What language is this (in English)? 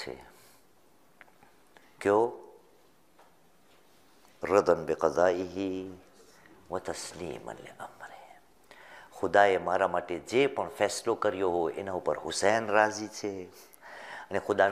Gujarati